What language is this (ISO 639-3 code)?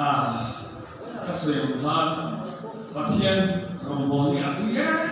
lus